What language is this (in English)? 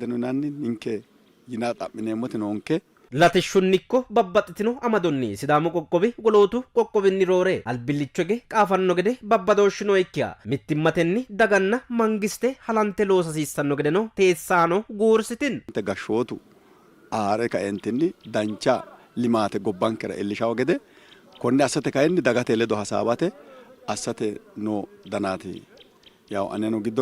Sidamo